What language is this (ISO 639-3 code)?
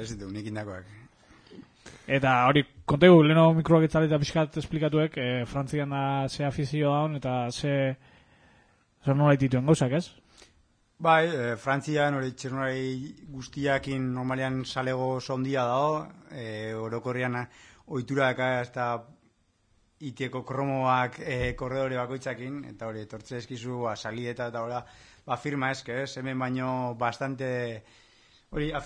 eus